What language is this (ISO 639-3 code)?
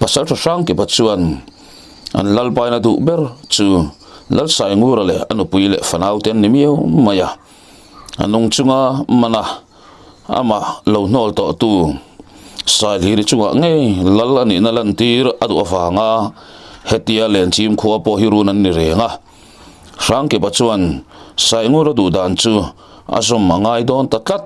lus